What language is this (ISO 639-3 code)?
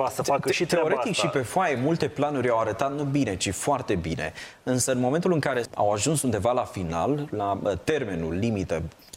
ron